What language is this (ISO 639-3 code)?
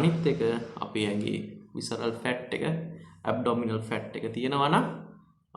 sin